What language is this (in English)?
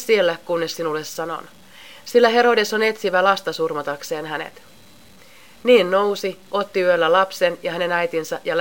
Finnish